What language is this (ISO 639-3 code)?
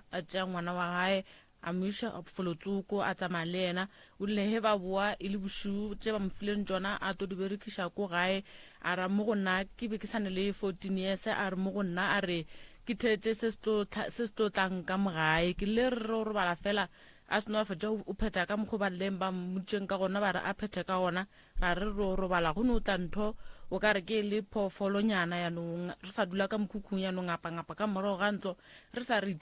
nso